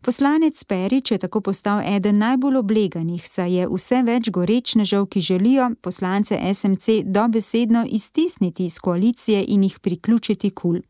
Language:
Slovenian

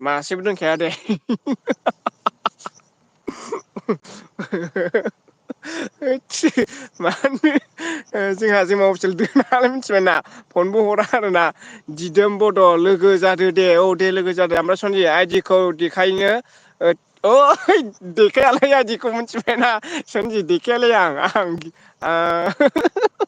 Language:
Bodo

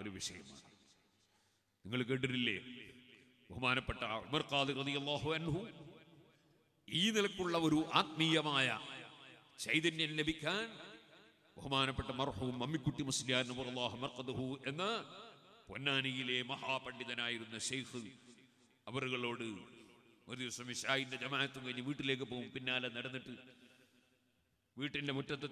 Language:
Malayalam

